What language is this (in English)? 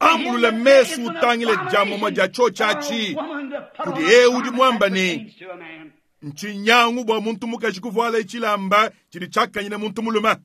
Luba-Lulua